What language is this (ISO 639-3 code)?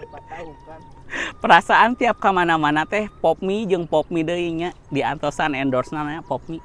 sun